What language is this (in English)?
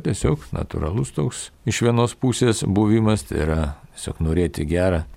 Lithuanian